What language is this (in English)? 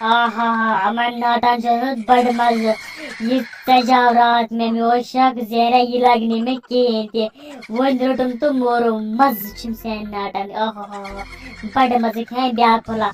Kashmiri